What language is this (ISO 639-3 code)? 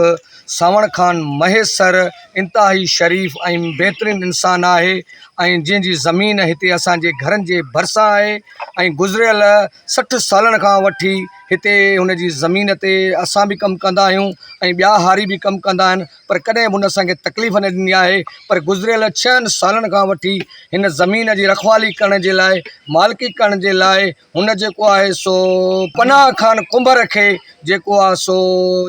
snd